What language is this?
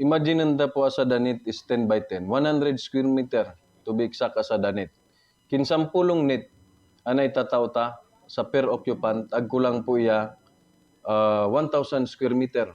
Buhi'non Bikol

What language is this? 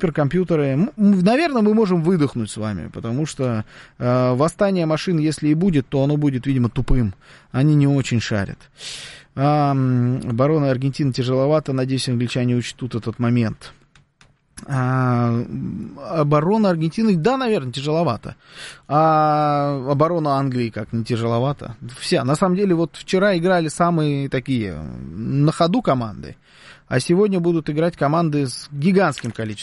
Russian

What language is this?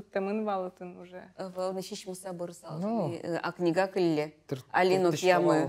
Udmurt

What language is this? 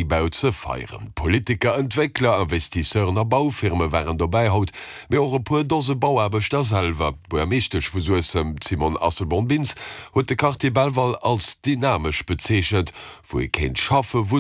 Luxembourgish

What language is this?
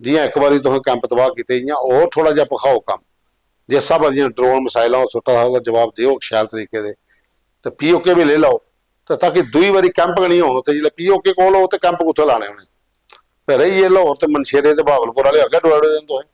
Dogri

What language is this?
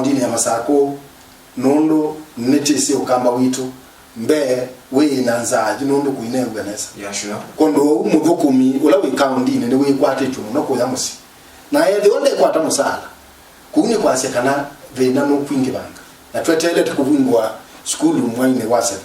Kamba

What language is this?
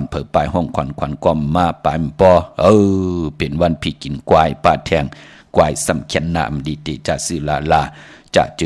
Shan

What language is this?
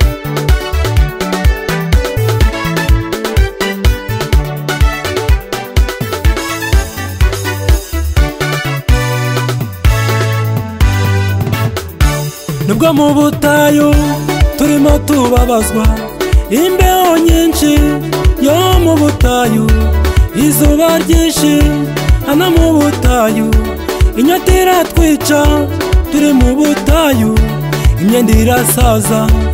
Kinyarwanda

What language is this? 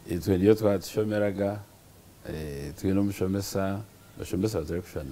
Nyankole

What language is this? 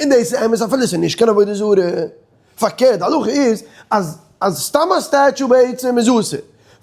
Yiddish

